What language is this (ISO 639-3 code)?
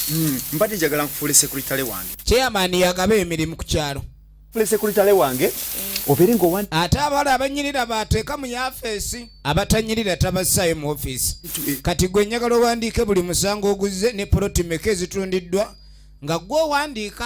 lug